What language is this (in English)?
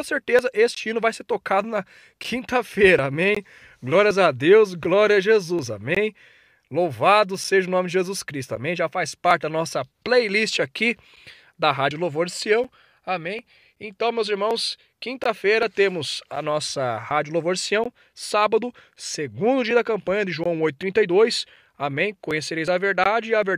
Portuguese